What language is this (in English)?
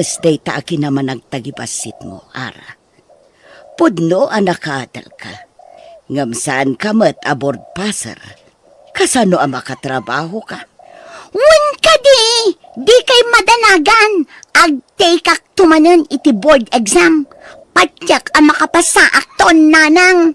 Iloko